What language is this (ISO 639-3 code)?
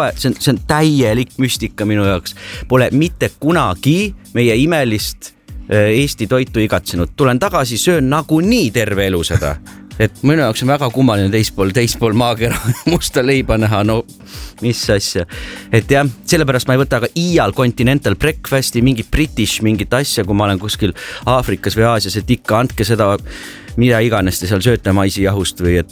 est